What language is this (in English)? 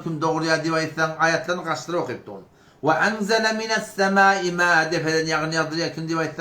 Turkmen